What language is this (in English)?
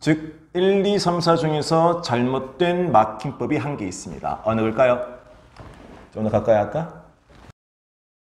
Korean